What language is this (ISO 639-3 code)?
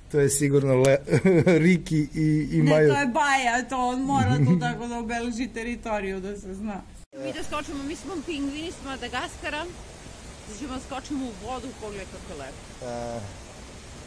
srp